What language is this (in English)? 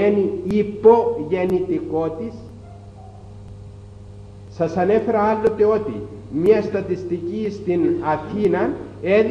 Greek